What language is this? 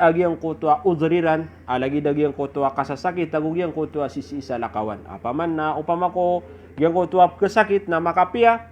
Maranao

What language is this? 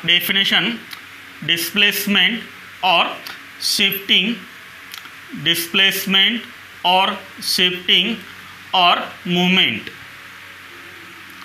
Marathi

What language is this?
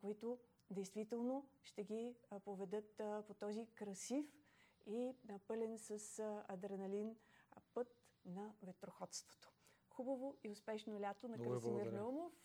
Bulgarian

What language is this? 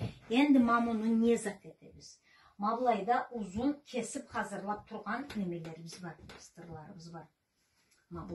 Karachay-Balkar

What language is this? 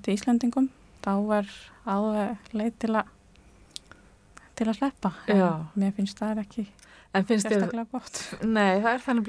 Icelandic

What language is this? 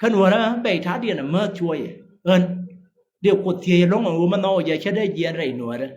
Nuer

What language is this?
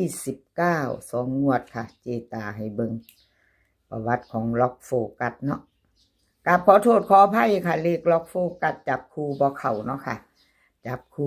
Northeastern Thai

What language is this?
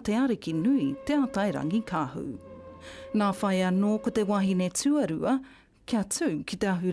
Māori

